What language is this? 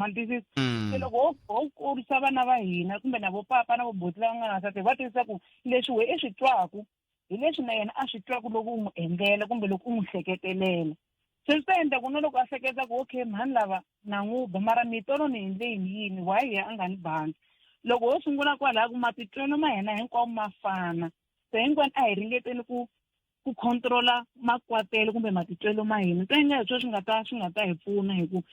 Tsonga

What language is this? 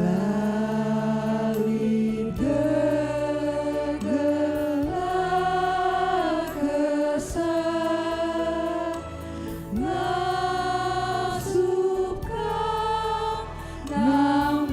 Batak Karo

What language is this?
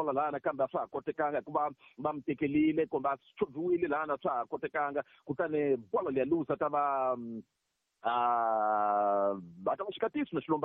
Tsonga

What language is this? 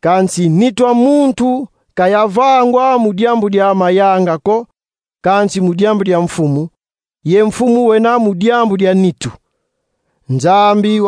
Kongo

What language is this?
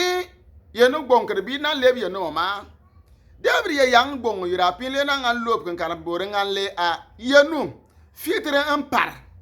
Bimoba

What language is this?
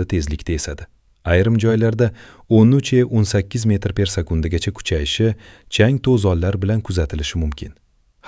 Uzbek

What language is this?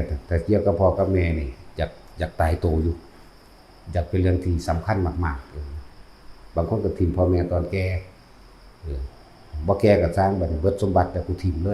Northeastern Thai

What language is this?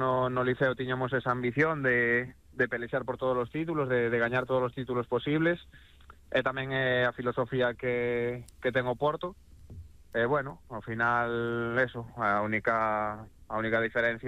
Galician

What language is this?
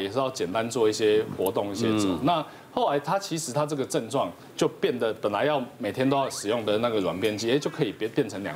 Chinese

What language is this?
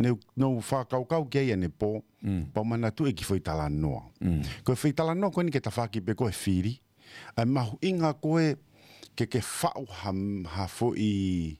Tongan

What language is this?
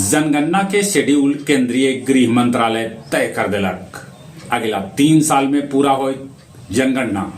Magahi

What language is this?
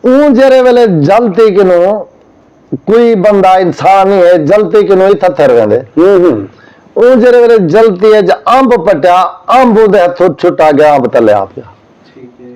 Saraiki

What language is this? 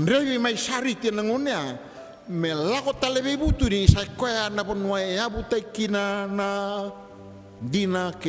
Fijian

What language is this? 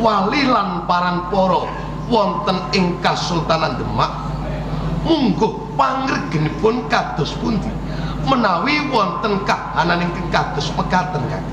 Javanese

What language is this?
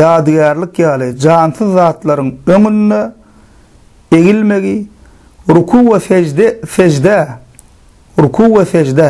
Turkmen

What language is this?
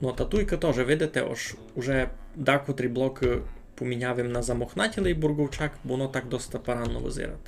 Rusyn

